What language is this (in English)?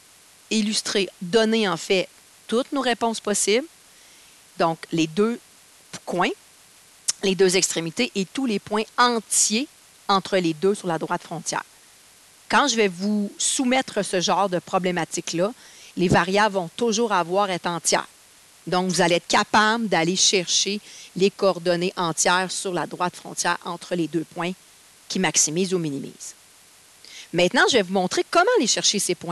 French